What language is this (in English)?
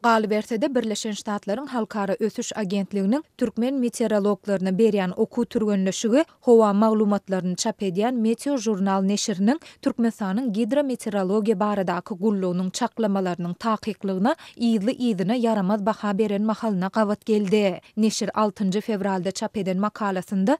Turkmen